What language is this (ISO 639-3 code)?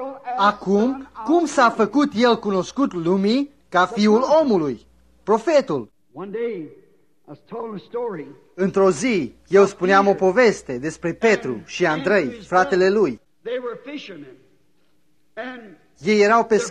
ron